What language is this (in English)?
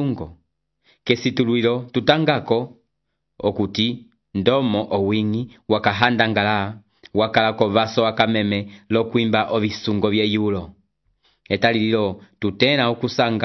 Umbundu